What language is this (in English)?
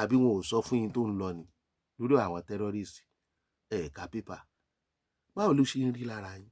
Yoruba